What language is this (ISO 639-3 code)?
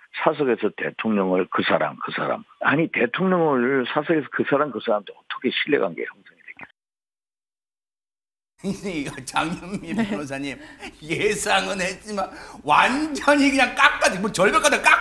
kor